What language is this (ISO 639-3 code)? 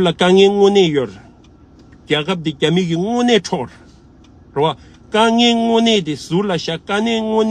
bod